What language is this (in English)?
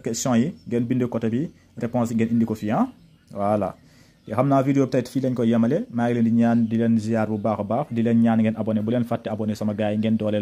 Wolof